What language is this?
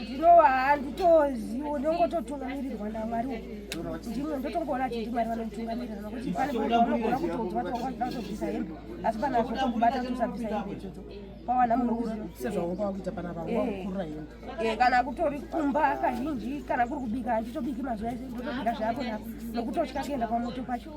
Shona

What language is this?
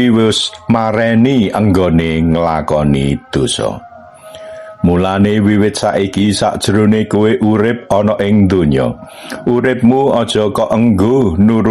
Javanese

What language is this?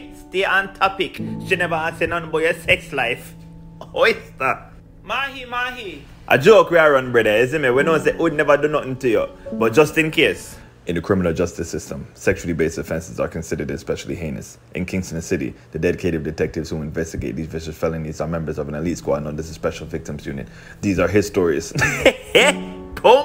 Jamaican Creole English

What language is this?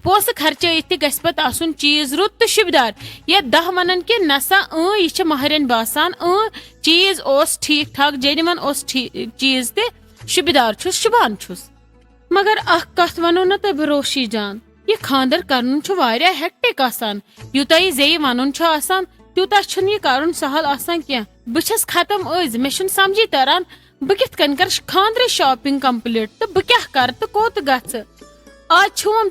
Kashmiri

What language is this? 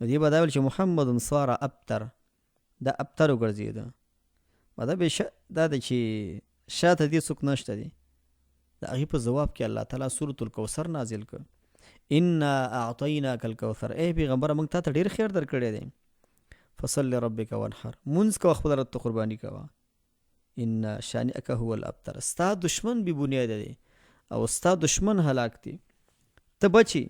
Pashto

